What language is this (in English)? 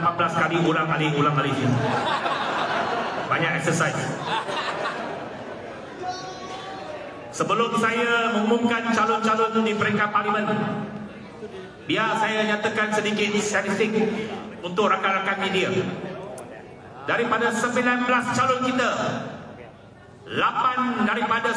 Malay